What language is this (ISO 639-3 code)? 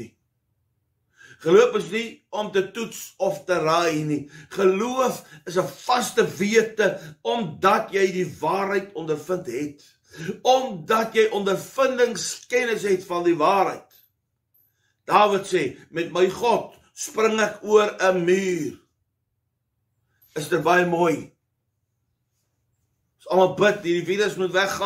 afr